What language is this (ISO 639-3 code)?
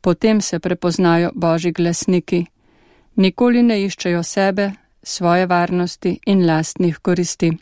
slv